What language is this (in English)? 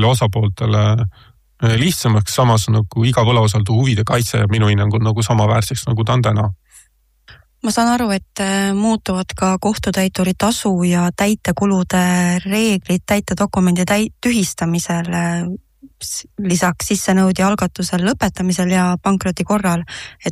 Estonian